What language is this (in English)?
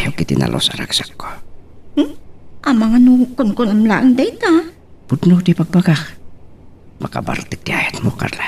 Iloko